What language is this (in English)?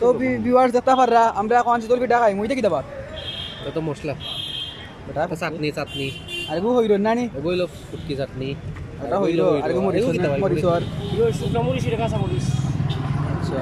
Sylheti